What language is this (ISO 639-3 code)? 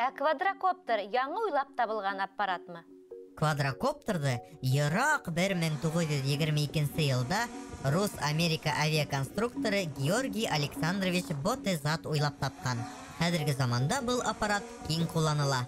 bak